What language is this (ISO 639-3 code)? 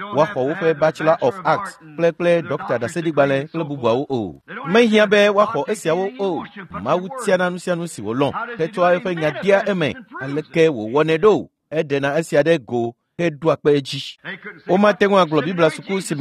ewe